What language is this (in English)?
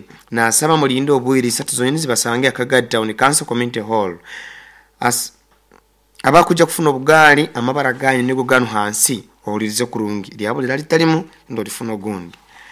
Nyoro